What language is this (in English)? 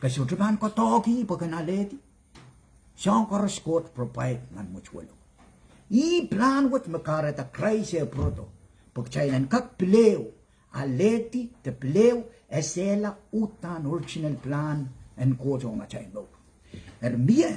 Pohnpeian